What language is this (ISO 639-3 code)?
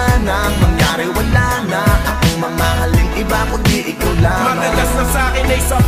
fil